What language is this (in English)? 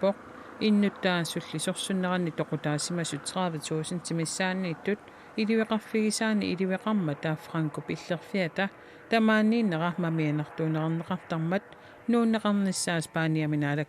Kalaallisut